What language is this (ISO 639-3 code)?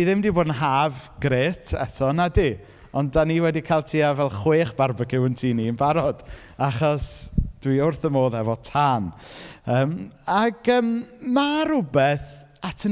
cym